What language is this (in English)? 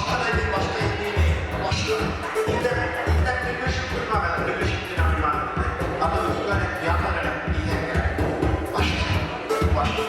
Bashkir